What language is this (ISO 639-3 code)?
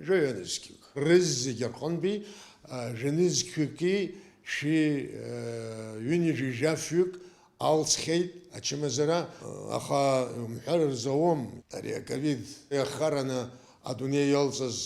abk